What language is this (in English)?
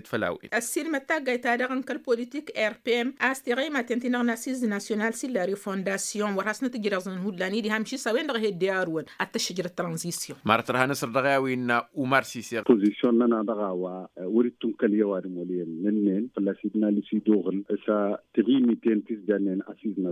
Tamasheq